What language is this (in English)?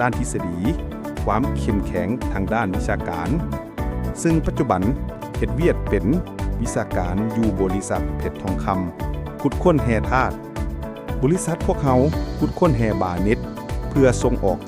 Lao